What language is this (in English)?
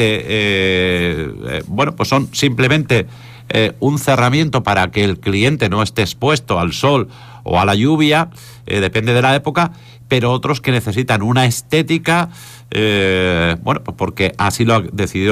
Spanish